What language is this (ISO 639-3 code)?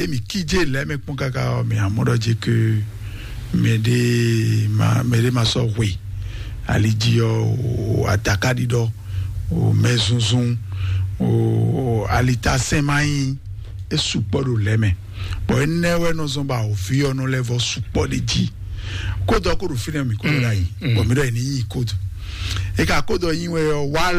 fon